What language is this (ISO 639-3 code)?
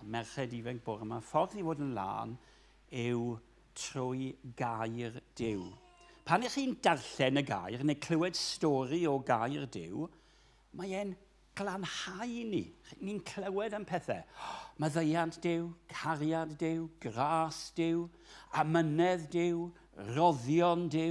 cym